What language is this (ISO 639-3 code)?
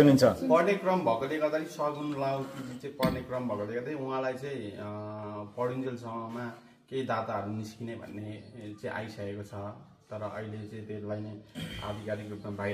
nep